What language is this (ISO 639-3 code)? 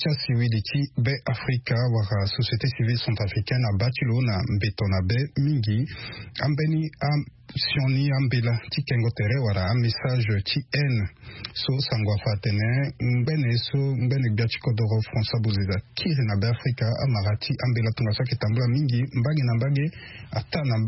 sag